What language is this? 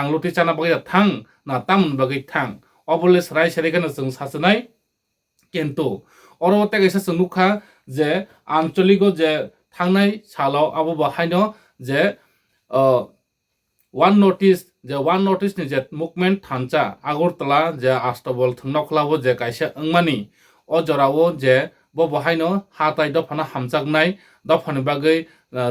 Kok Borok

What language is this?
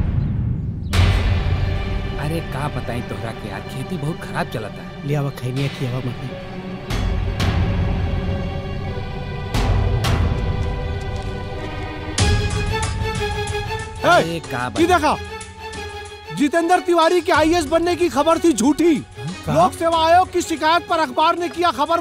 Bhojpuri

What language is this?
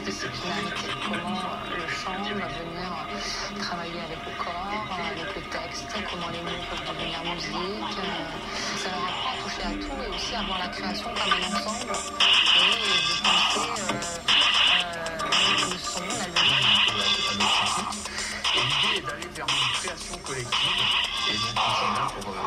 French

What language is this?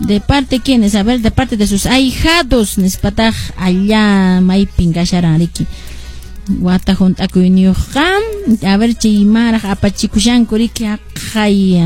Quechua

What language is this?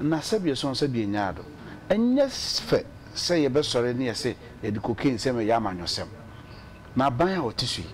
Akan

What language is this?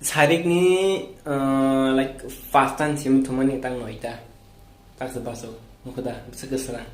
Kok Borok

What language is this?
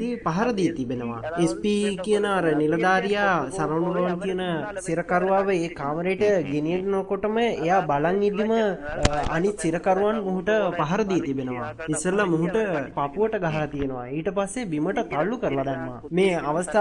Sinhala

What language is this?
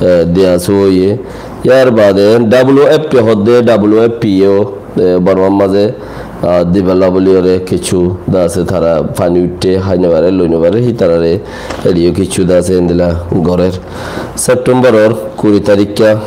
Rohingya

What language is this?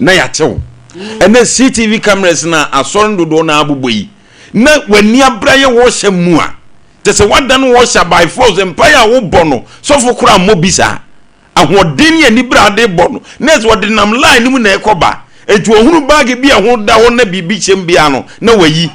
Akan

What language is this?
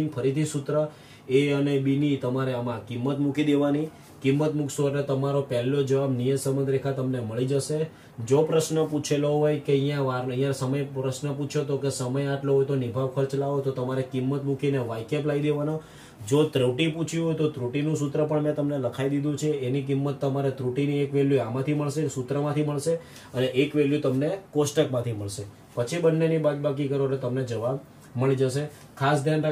Gujarati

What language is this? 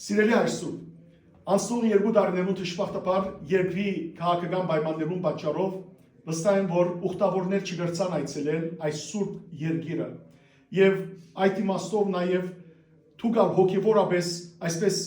Western Armenian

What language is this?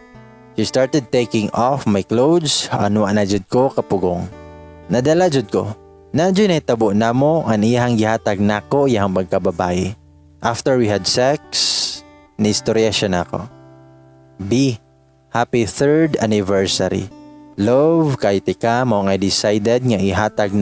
Cebuano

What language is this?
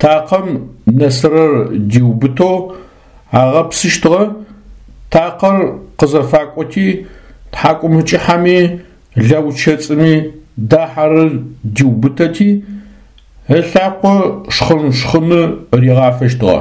Adyghe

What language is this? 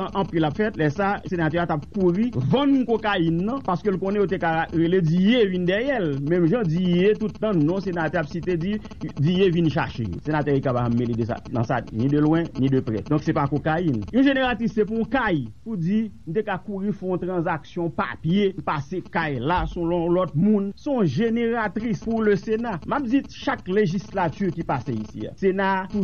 Haitian Creole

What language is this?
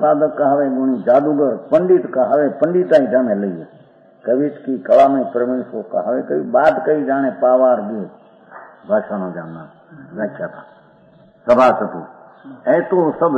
Gujarati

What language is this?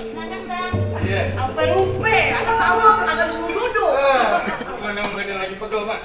Betawi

